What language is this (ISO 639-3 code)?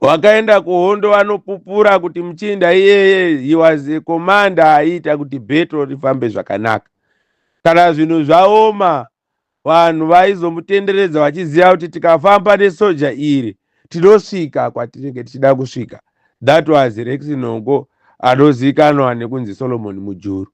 sna